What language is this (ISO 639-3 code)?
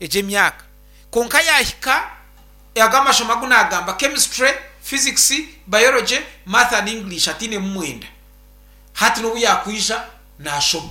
nyn